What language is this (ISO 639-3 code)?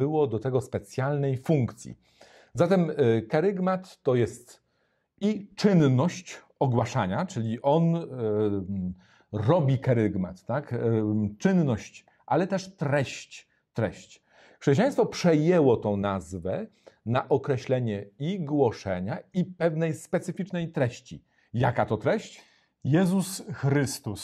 pol